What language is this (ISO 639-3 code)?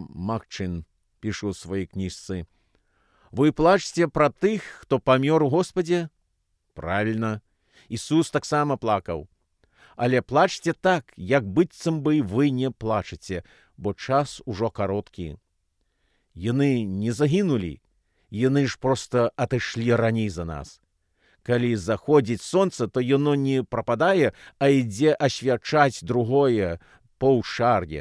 bel